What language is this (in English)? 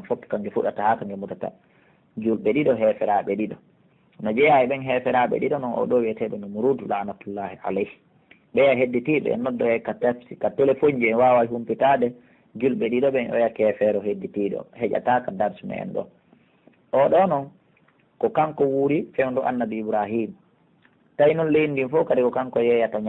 Pular